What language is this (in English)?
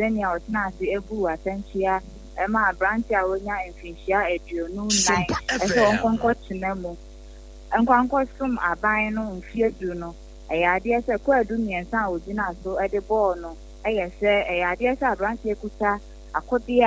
Akan